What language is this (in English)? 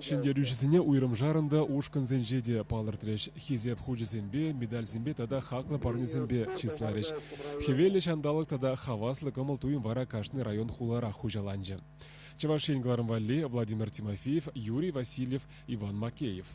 Chuvash